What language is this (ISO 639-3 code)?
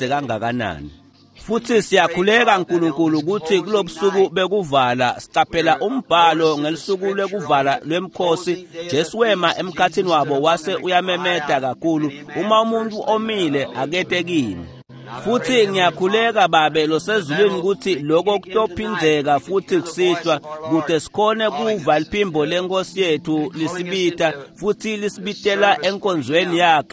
ssw